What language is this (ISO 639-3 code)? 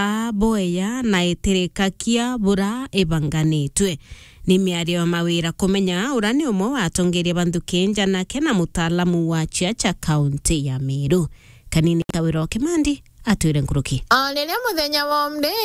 mer